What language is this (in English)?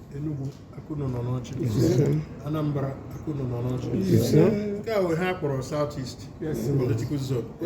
Igbo